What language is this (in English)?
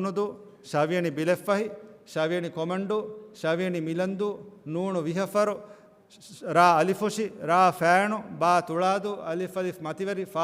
Divehi